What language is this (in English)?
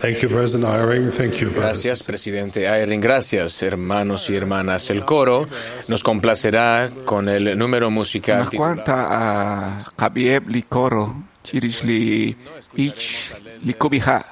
Kekchí